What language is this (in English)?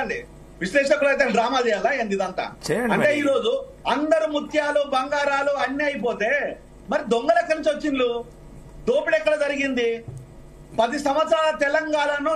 Telugu